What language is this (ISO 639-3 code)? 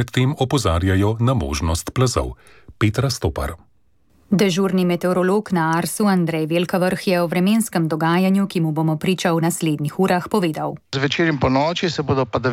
slv